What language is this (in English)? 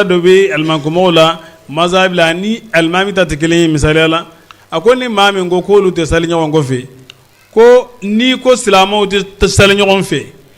Bambara